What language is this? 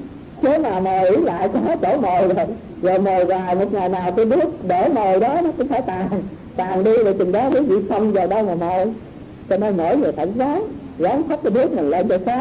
Vietnamese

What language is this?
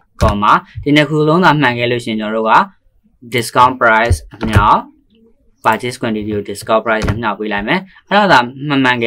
Burmese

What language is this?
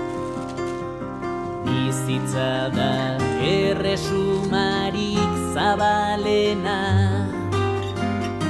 Basque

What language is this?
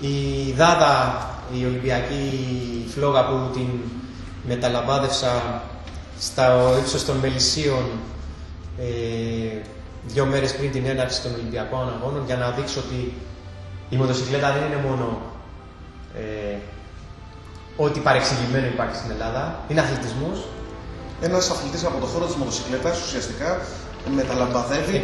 Greek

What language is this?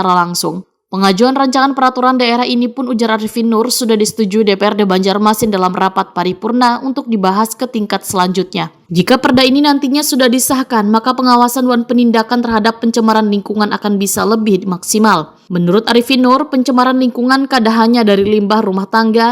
Banjar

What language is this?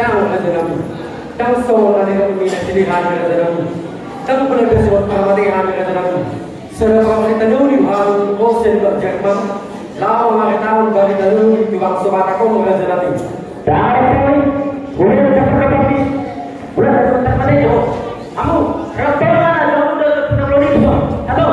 Batak Toba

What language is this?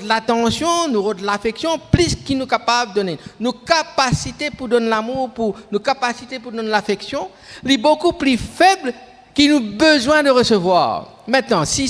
Morisyen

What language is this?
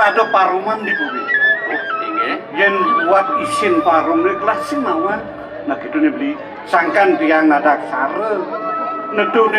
Balinese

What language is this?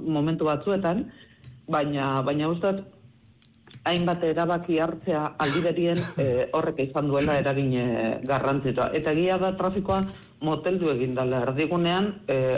Basque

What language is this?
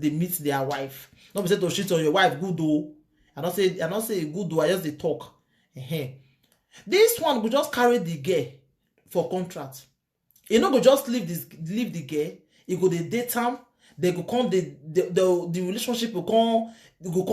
Nigerian Pidgin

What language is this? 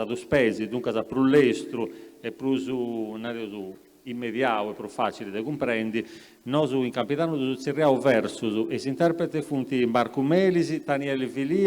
Sardinian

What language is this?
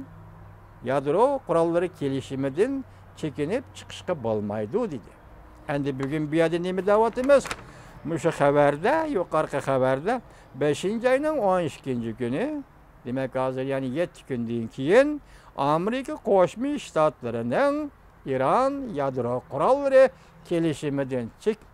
Uyghur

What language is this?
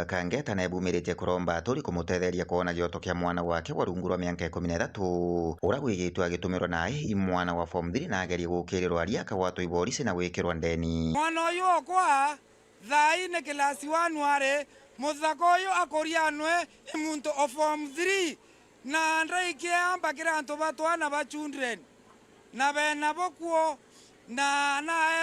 Meru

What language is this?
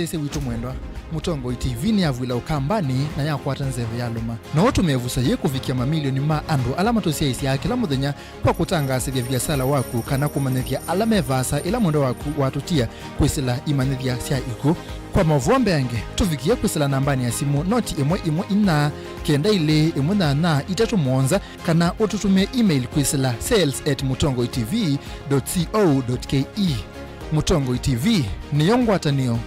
Kamba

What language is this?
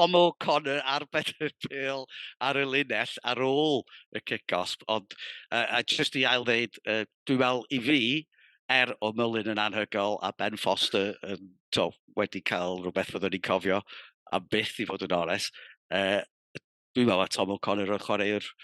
Welsh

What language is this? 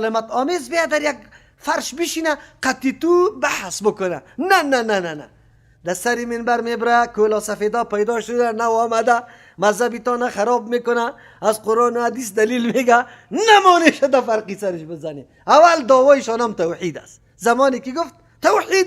Persian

